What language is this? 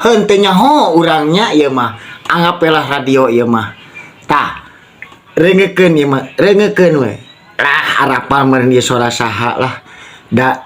Sundanese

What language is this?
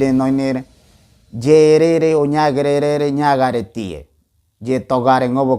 Ngäbere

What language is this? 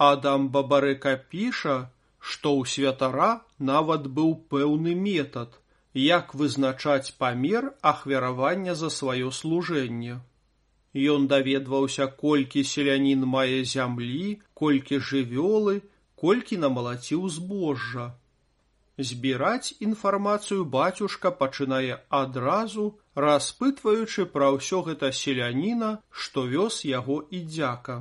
Belarusian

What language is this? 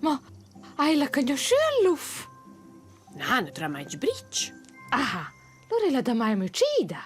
Romansh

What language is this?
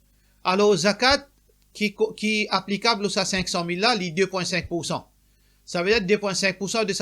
Morisyen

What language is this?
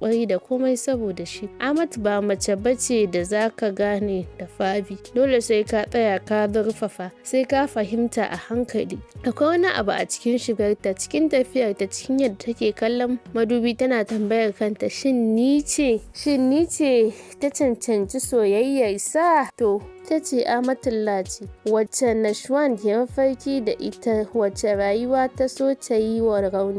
Hausa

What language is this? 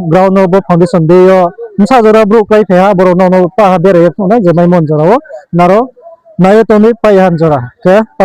Riang (India)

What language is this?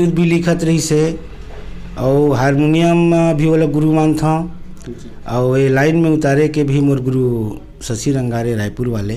Chhattisgarhi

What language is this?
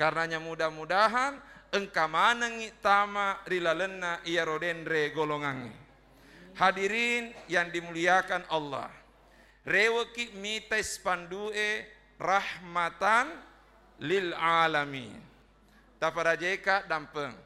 Buginese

